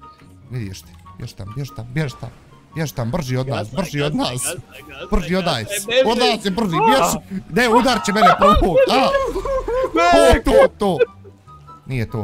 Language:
Bosnian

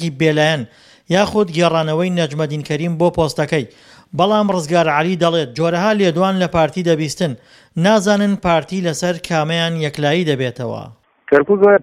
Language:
Central Kurdish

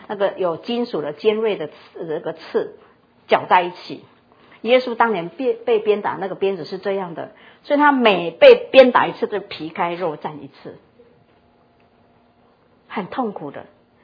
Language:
Chinese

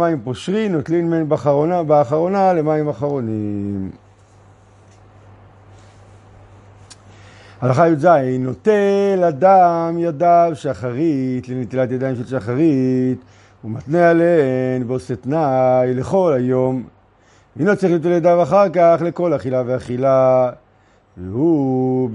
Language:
Hebrew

